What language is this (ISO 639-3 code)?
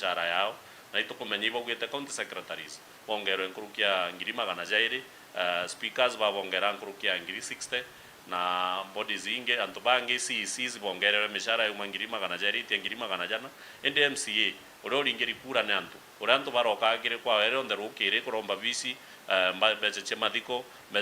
mer